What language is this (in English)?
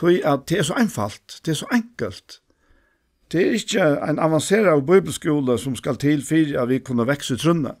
Faroese